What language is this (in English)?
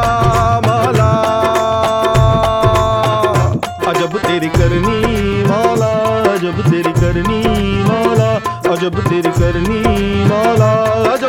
Hindi